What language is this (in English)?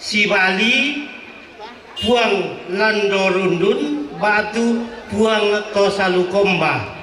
Toraja-Sa'dan